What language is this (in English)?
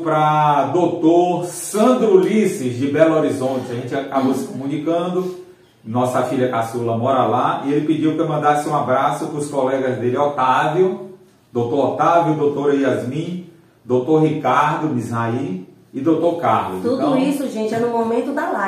Portuguese